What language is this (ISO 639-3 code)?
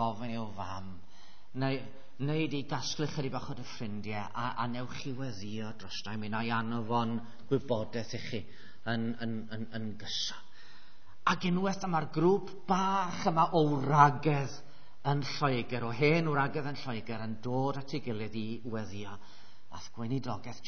cym